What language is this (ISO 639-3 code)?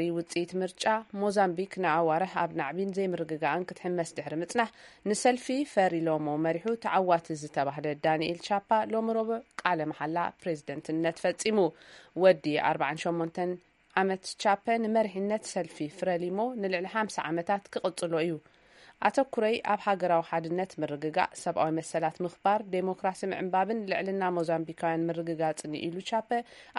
tir